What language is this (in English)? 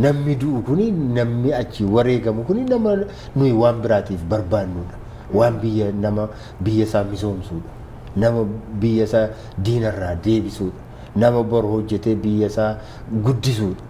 Oromo